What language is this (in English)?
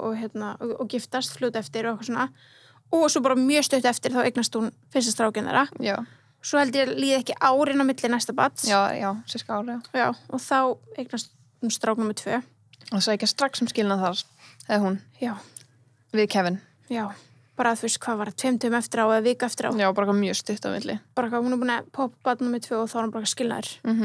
Icelandic